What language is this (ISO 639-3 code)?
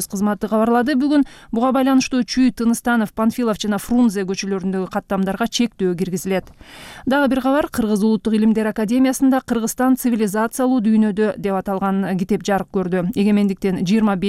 kir